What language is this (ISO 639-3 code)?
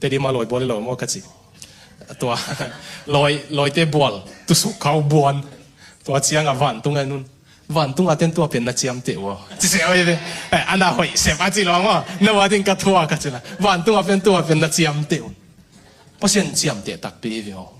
ctd